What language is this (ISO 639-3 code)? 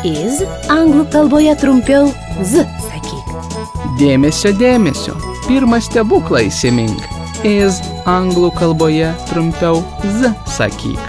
lit